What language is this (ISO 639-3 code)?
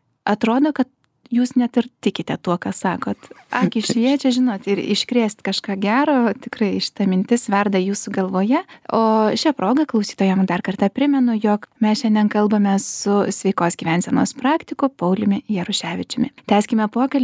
lit